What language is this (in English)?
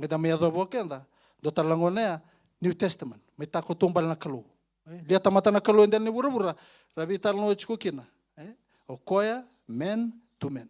Fijian